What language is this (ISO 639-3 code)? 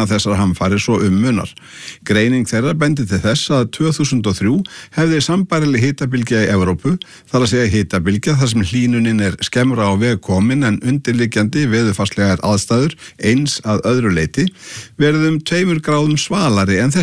isl